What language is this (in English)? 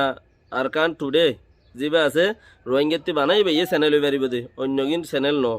Rohingya